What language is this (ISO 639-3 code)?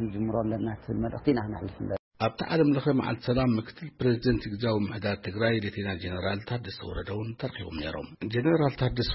tir